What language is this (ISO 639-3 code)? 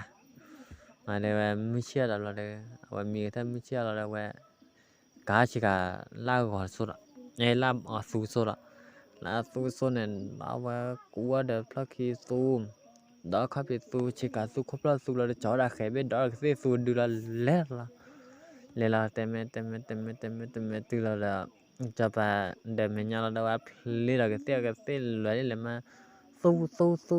ksw